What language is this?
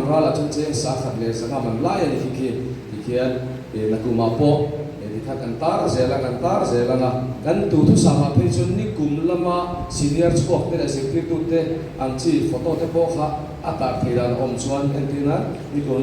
Mizo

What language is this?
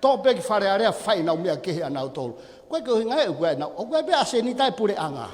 Tongan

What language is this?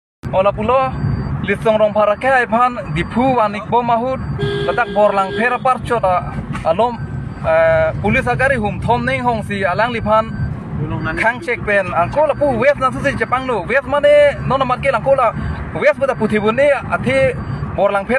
Karbi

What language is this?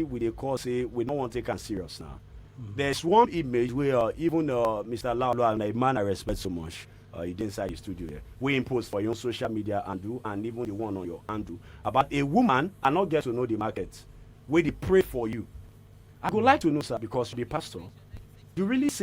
Nigerian Pidgin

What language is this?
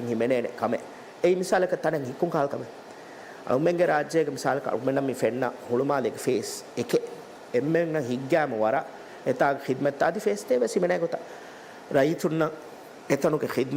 Divehi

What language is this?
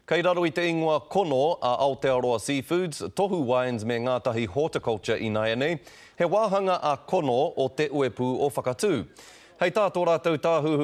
Māori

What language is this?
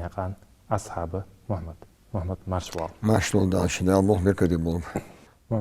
Ingush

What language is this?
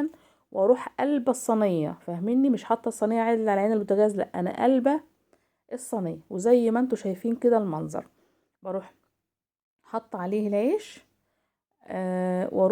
Egyptian Arabic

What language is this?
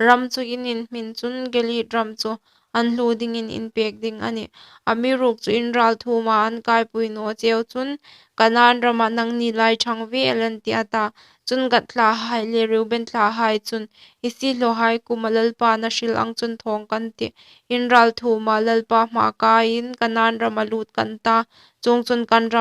Hmar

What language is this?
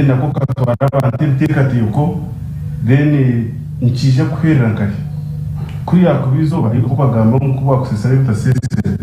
Nyankole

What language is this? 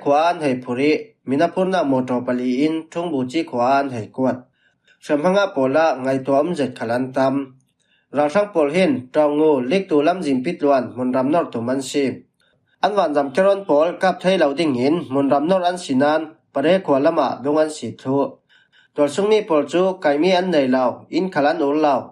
Falam Chin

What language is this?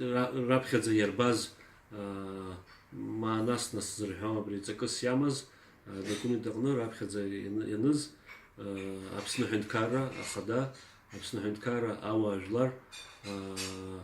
Abkhazian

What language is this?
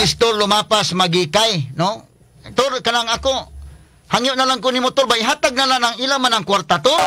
Cebuano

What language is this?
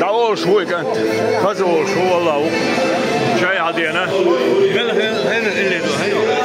Chechen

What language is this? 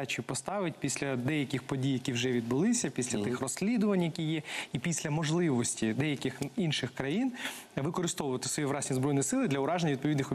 Ukrainian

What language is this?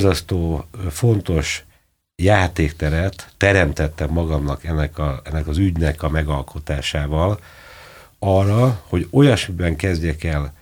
Hungarian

